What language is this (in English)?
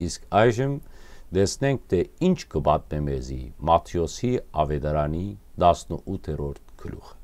Western Armenian